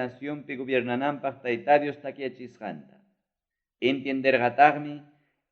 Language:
Ayacucho Quechua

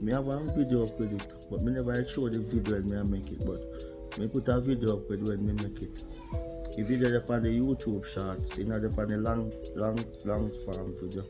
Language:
Jamaican Creole English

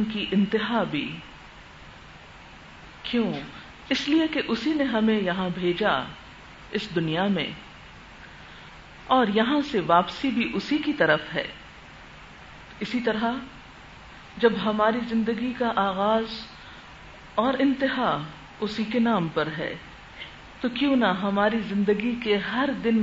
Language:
Urdu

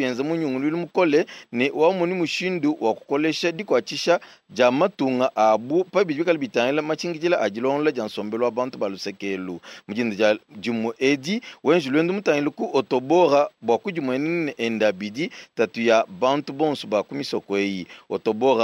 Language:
Luba-Lulua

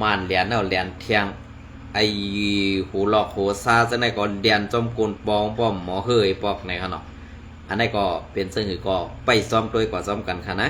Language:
Shan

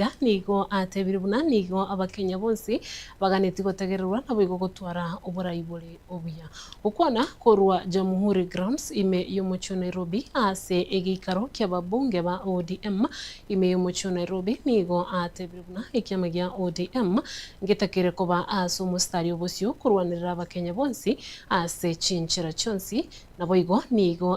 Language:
Gusii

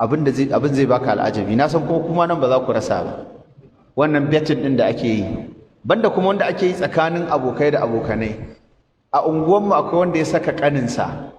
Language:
Hausa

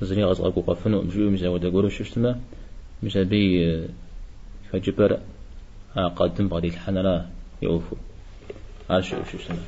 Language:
Kabardian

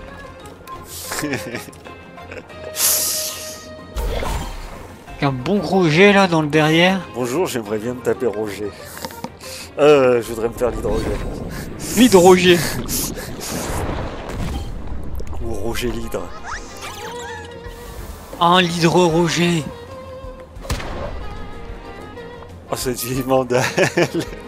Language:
French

